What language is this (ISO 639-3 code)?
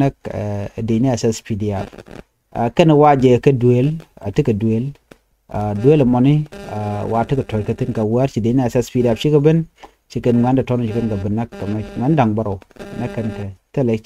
nus